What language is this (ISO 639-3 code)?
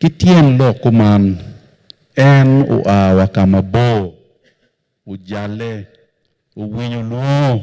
ach